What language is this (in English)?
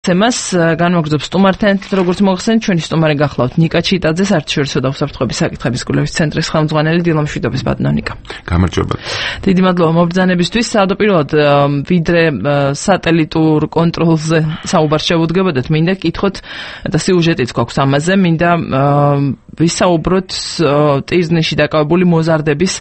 Georgian